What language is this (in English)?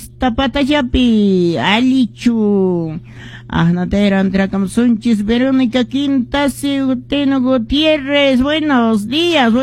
Quechua